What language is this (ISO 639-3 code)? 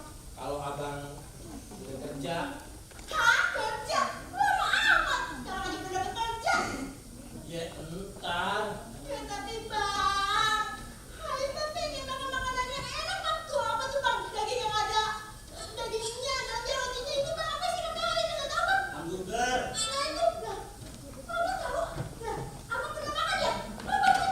bew